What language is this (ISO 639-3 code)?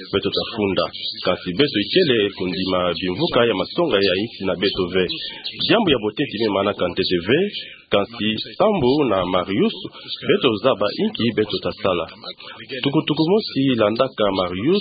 ktu